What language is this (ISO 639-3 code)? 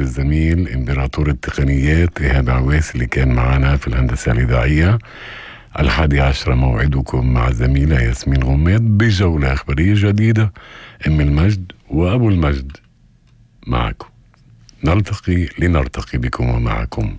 apc